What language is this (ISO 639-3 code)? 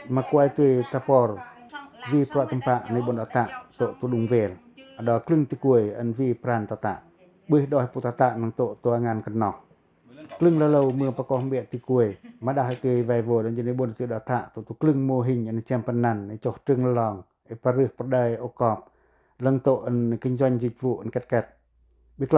pac